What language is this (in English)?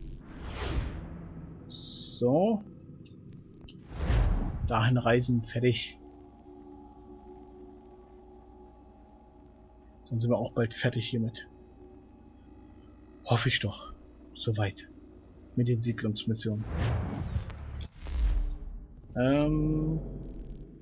German